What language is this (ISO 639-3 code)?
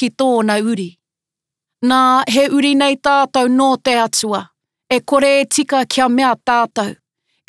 mri